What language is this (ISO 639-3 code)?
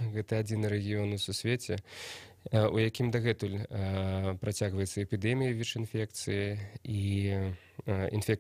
bel